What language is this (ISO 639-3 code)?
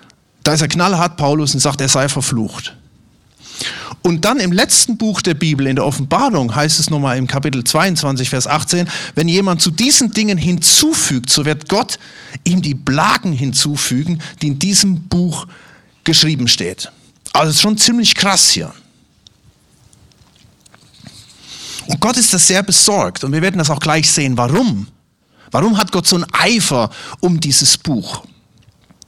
deu